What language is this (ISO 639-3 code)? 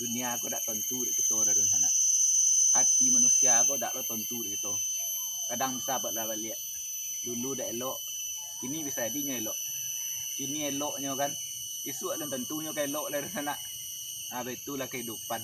min